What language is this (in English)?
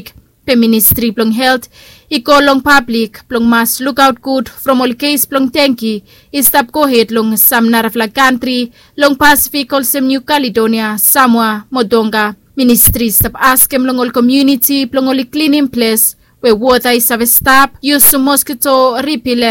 Bislama